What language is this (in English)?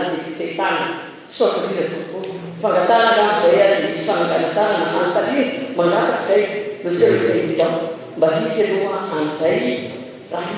Malagasy